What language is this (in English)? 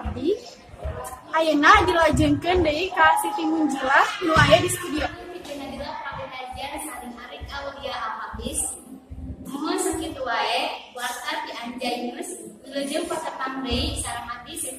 Sundanese